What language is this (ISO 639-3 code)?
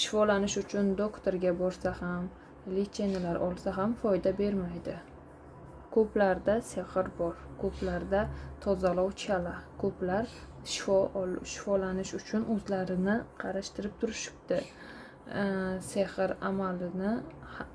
uzb